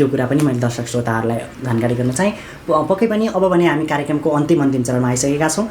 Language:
Nepali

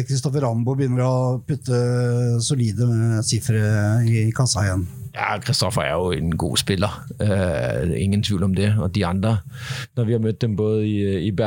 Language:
Norwegian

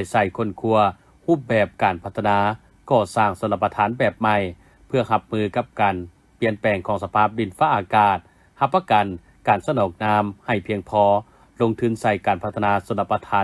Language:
Lao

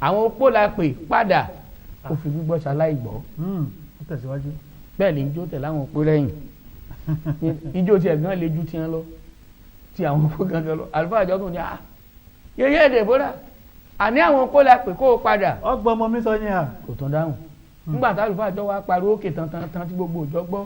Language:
Yoruba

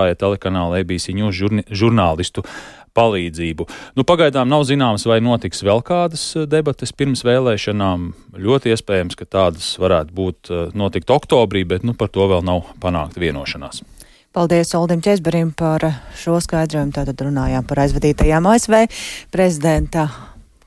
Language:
Latvian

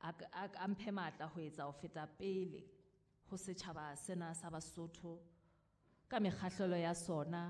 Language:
Southern Sotho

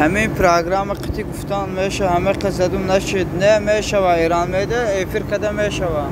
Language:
Tajik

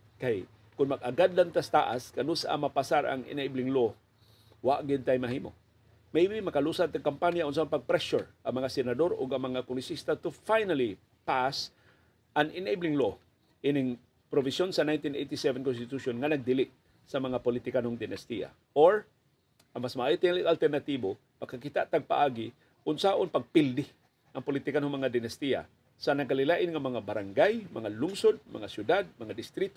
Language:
Cebuano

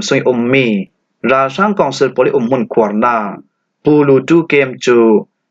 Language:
Falam Chin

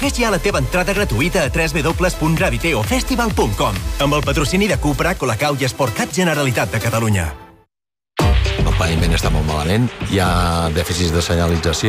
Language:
Catalan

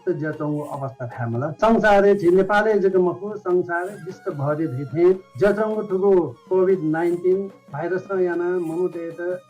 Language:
Newari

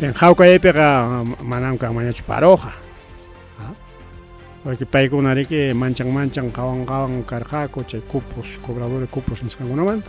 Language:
Ayacucho Quechua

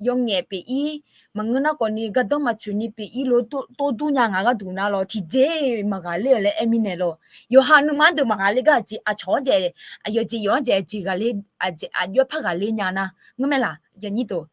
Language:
Akha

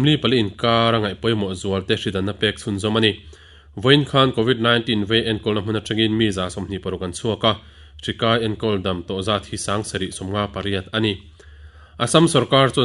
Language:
Mizo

